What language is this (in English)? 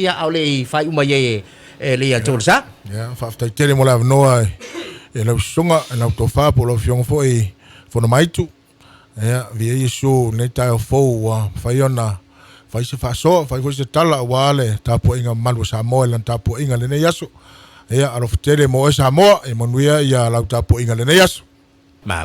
Samoan